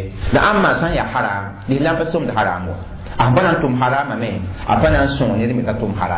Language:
Mossi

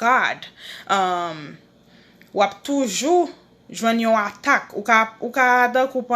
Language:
Haitian Creole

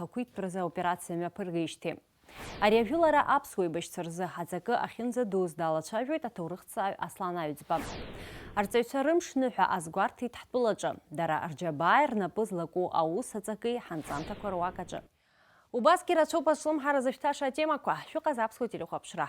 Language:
Abkhazian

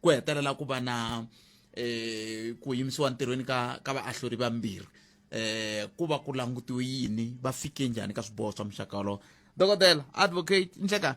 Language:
Tsonga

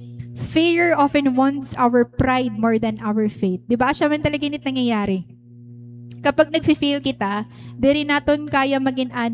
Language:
Waray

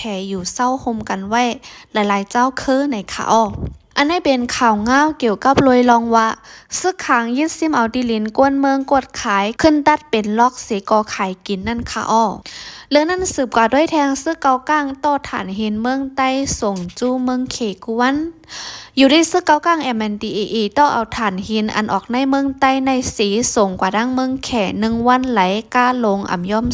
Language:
Shan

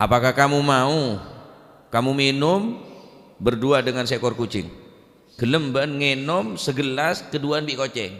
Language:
Madurese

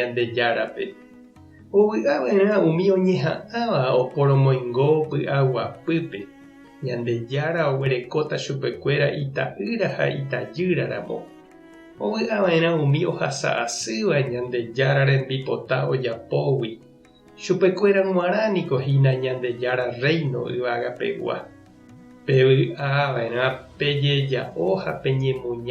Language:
Guarani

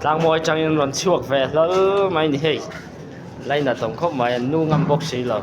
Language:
Mizo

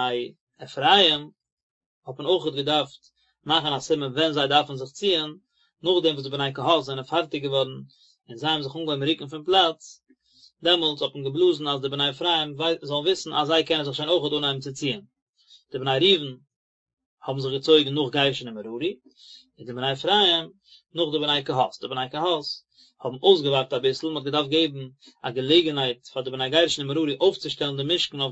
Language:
Yiddish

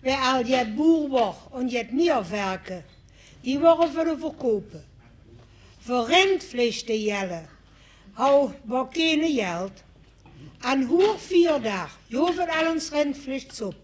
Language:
Limburgish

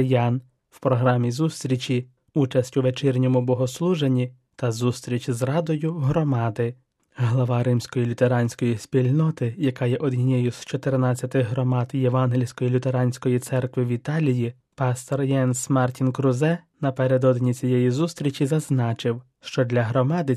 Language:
Ukrainian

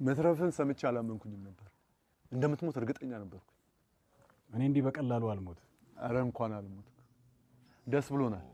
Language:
Amharic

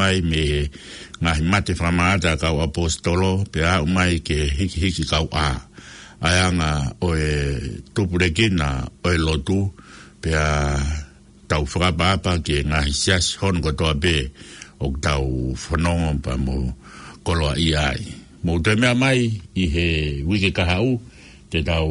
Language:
Tongan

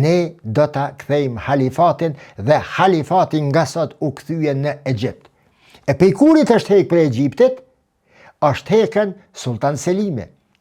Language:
Albanian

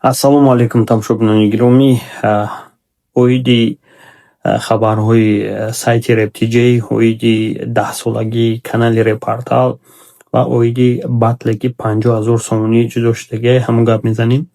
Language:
Tajik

